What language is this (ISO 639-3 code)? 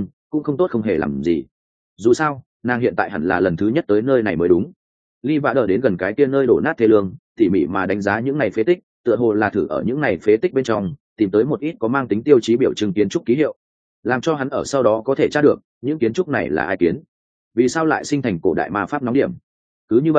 vie